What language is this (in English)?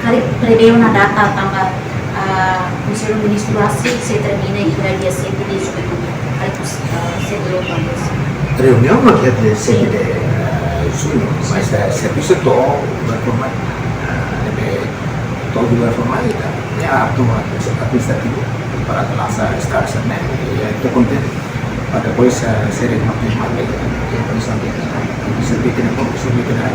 Tetum